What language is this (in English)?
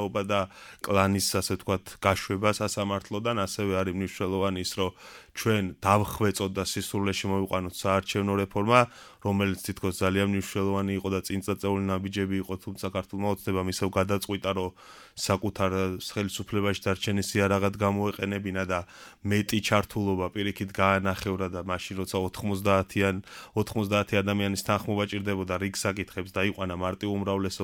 Georgian